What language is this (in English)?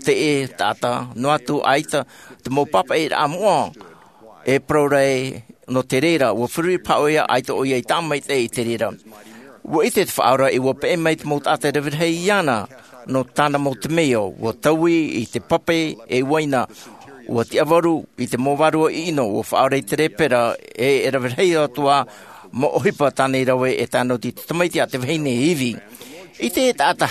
Tahitian